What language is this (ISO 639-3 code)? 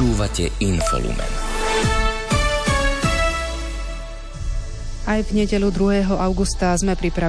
slk